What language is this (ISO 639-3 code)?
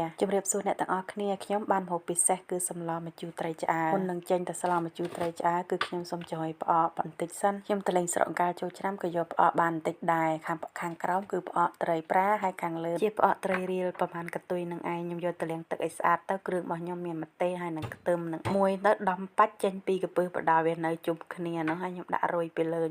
khm